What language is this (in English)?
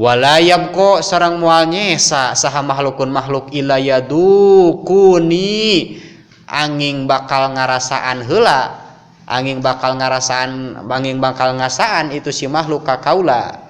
Sundanese